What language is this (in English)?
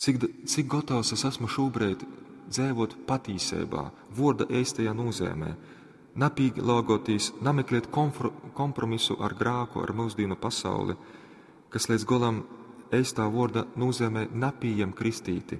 Latgalian